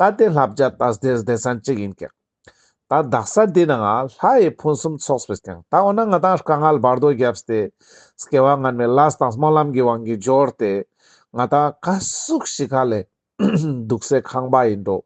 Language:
Ladakhi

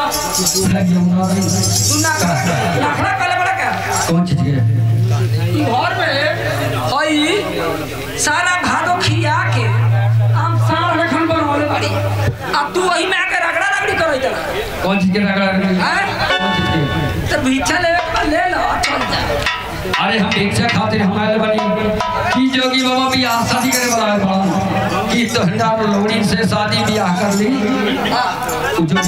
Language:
Bhojpuri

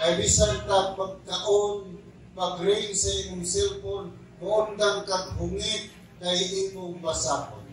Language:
Cebuano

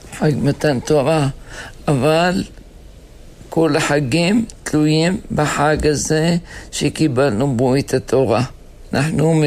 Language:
Hebrew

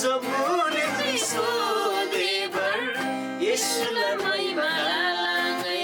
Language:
Eastern Tamang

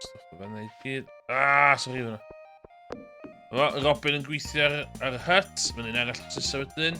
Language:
Welsh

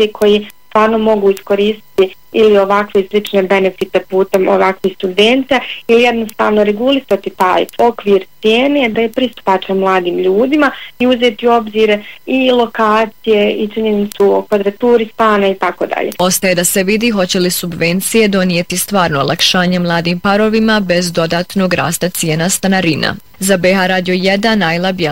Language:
Bosnian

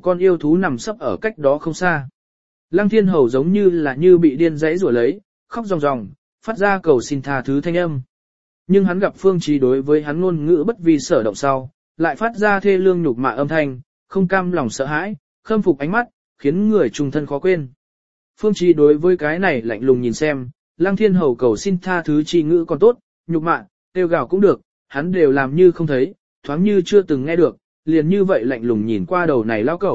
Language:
Vietnamese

